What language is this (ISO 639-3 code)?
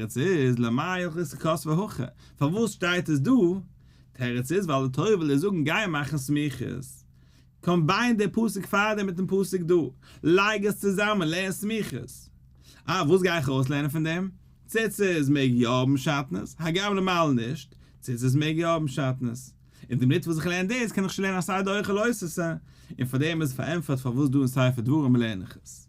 yid